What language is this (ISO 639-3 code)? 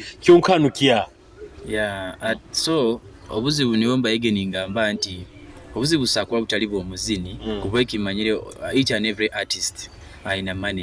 nyo